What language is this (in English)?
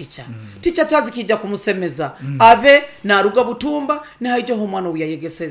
Nyoro